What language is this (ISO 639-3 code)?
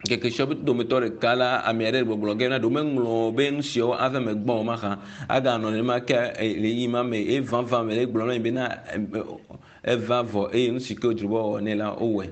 ewe